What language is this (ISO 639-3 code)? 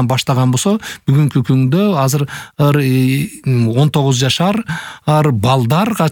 kir